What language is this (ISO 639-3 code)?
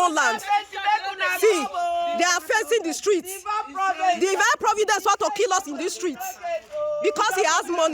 pcm